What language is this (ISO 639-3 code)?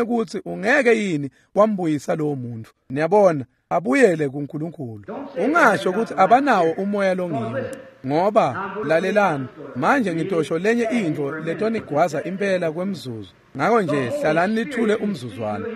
ssw